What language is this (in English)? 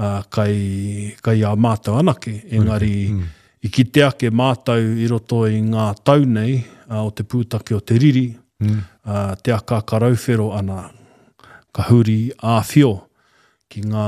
Māori